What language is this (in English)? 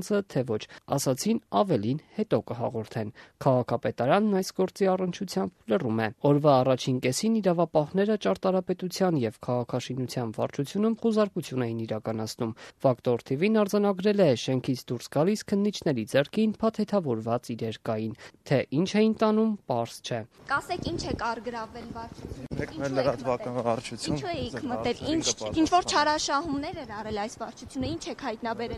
Armenian